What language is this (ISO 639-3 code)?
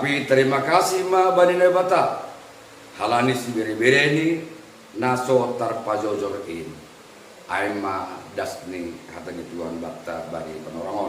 bts